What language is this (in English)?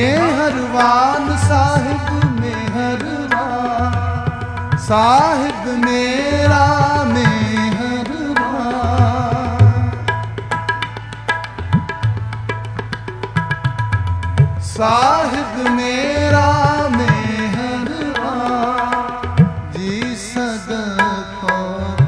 Punjabi